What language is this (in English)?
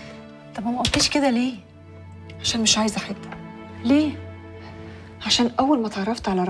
Egyptian Arabic